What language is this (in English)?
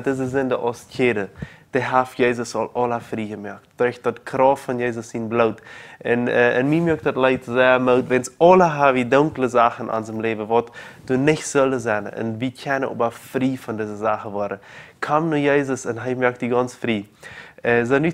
Plautdietsch